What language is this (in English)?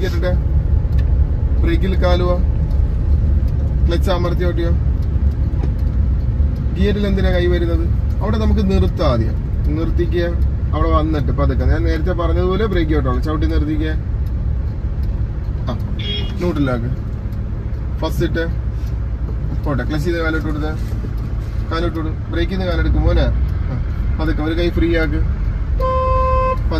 Malayalam